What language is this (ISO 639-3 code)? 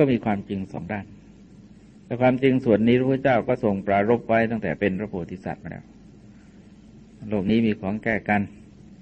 tha